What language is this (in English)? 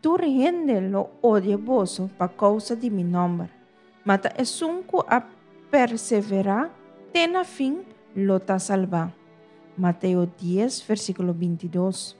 Papiamento